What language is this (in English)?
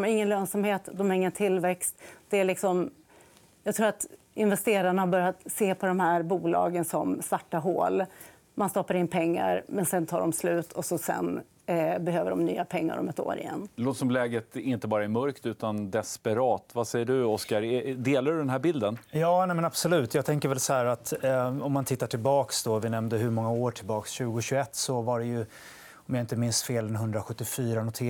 Swedish